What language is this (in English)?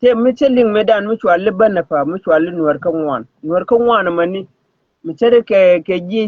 Nuer